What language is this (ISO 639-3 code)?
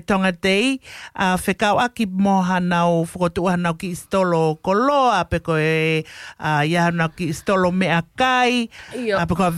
ton